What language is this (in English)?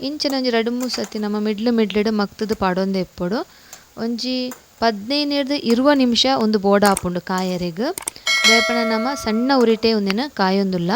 Tulu